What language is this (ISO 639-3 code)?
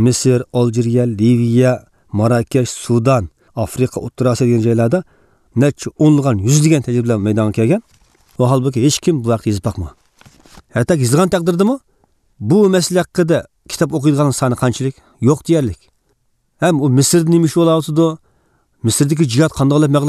uig